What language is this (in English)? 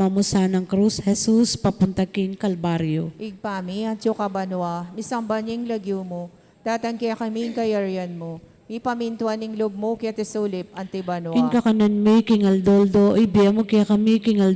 Pampanga